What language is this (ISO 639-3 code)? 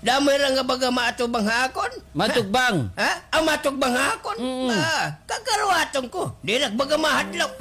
war